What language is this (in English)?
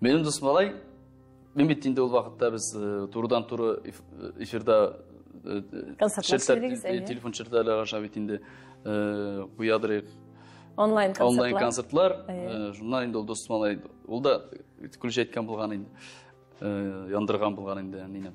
Tatar